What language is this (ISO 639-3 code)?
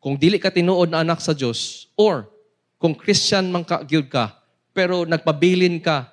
ceb